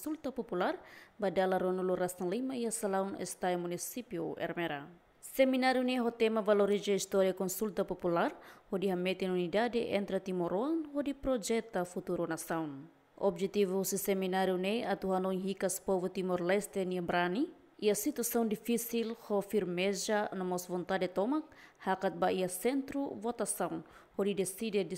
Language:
Tetum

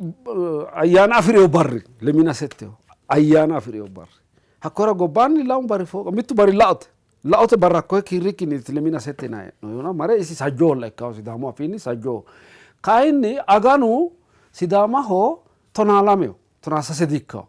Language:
Sidamo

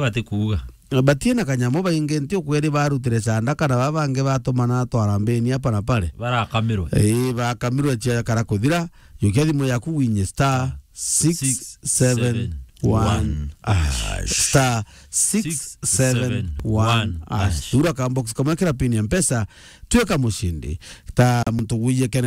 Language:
Meru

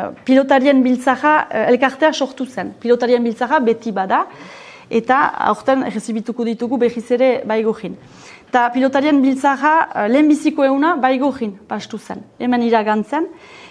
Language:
Basque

